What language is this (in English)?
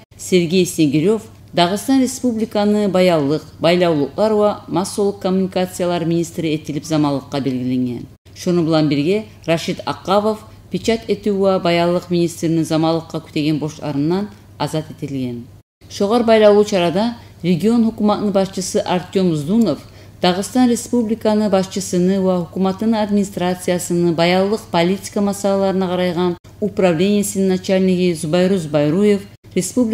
Kumyk